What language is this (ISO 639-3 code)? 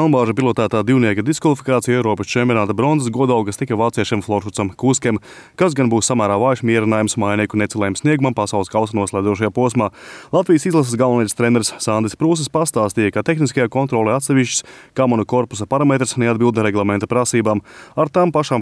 lav